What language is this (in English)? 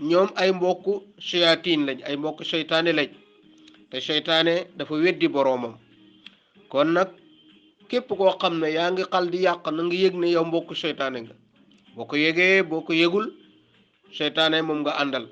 Wolof